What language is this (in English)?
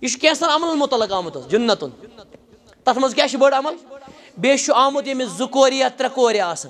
Kashmiri